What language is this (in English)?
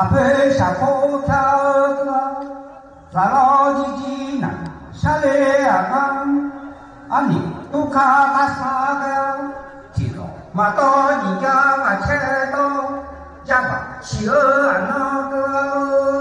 Akha